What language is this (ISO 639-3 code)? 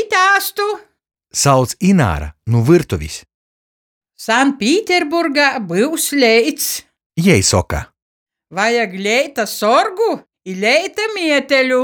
ltg